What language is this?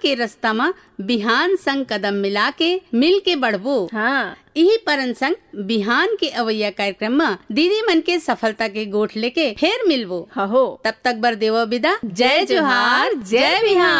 Chhattisgarhi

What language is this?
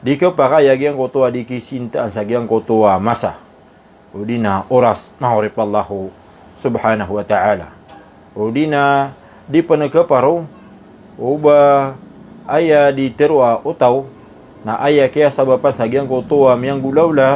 Maranao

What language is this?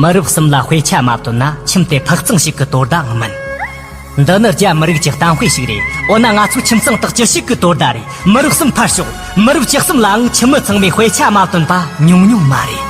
Tibetan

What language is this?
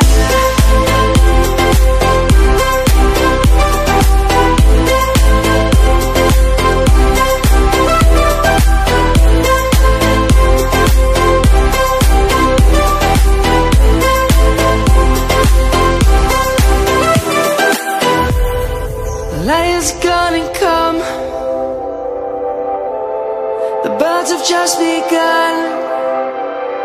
English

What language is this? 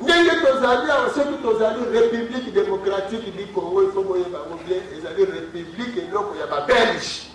Lingala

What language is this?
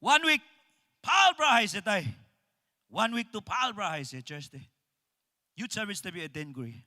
Naga Pidgin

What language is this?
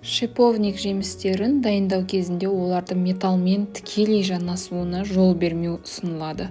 Kazakh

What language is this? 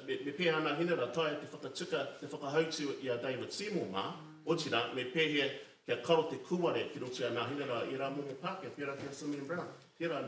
Māori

